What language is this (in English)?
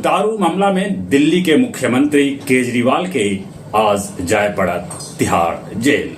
Magahi